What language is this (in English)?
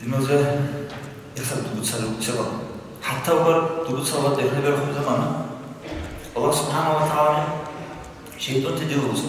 Dargwa